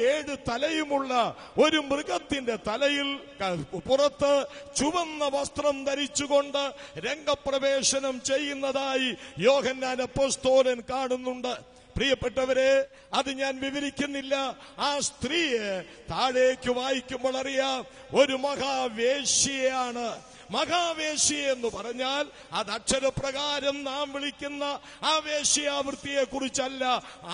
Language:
Malayalam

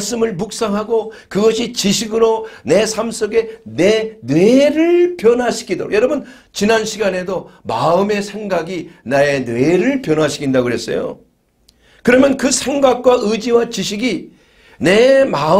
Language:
Korean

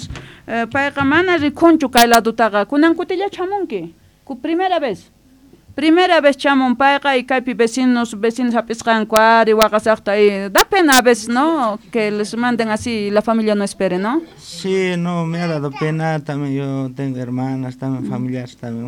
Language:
Quechua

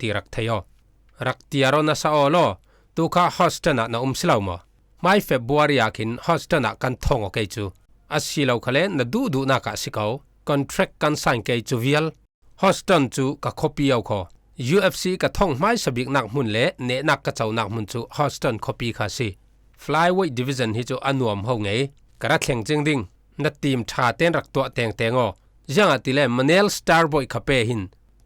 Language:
Falam Chin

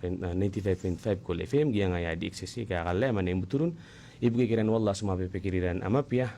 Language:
Maranao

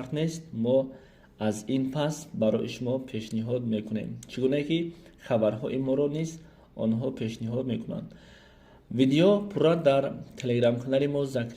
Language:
Tajik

